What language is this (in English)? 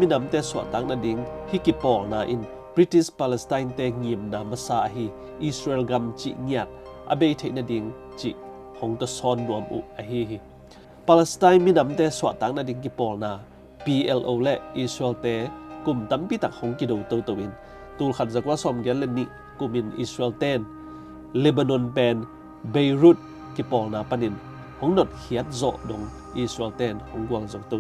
Tedim Chin